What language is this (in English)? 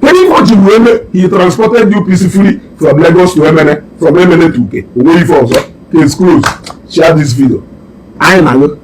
Igbo